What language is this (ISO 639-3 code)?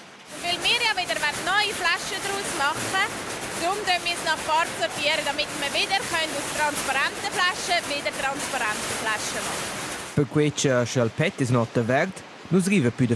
roh